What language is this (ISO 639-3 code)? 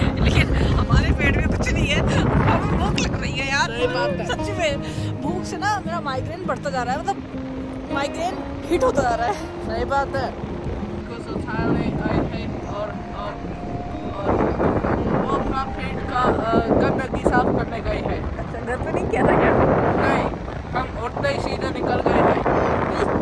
hin